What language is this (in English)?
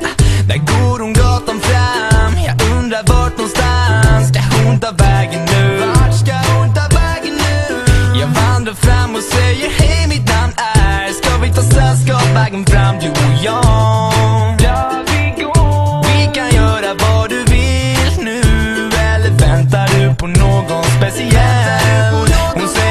Swedish